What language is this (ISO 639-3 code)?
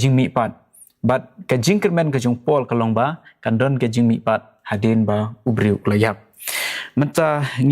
kha